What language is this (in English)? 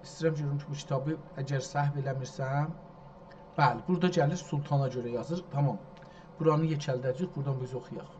South Azerbaijani